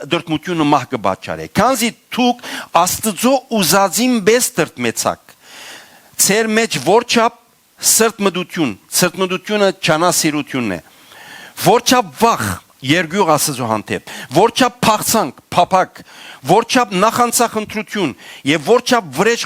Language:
Western Armenian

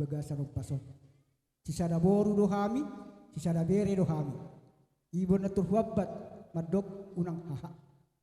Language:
Batak Toba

